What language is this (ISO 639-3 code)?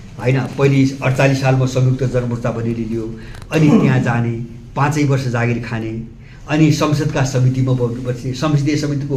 nep